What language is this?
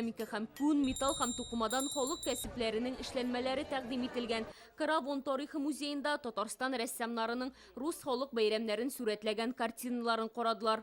Tatar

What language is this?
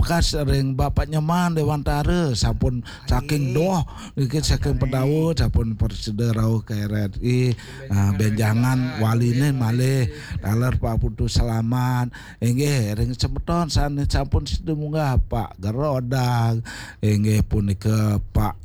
Balinese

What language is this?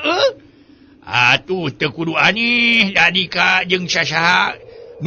Sundanese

